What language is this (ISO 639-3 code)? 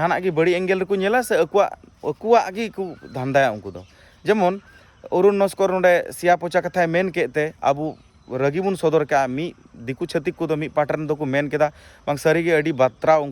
sat